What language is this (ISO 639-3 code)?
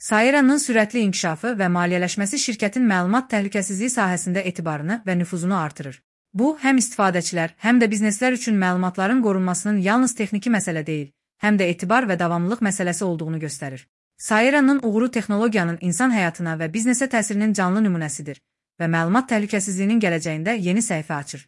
aze